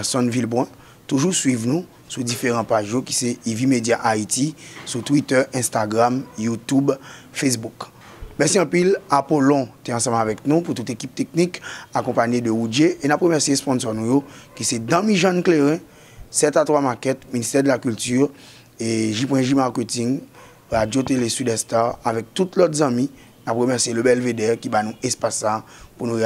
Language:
Haitian Creole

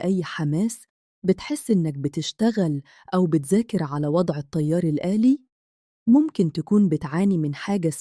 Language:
Egyptian Arabic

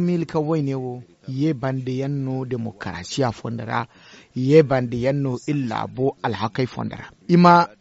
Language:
Zarma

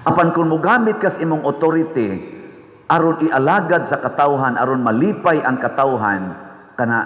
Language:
Cebuano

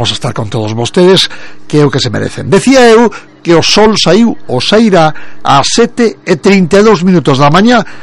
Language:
Galician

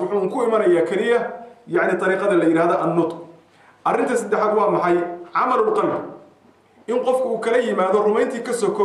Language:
Somali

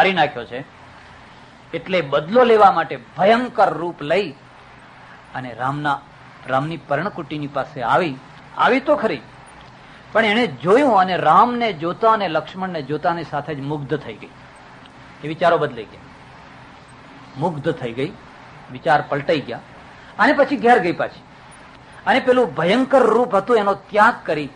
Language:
Gujarati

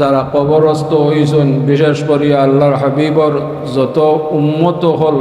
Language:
Sylheti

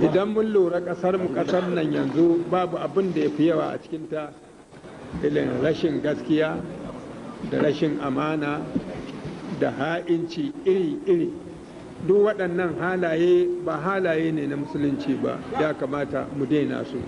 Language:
Hausa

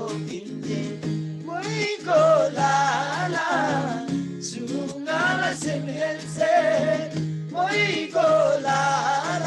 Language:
Eastern Tamang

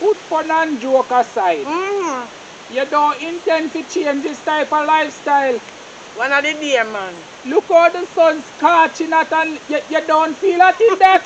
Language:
Jamaican Creole English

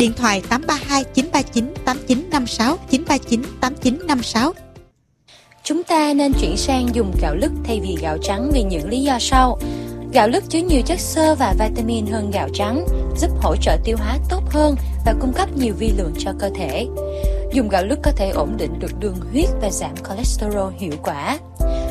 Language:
Vietnamese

